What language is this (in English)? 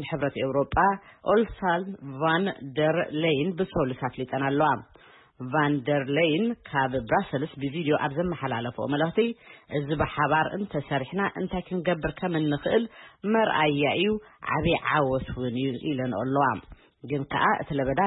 Tigrinya